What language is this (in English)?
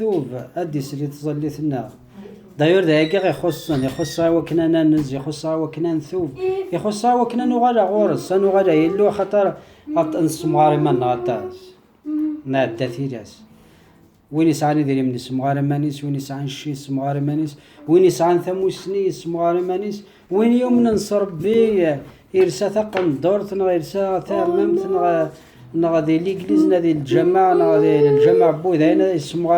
Kabyle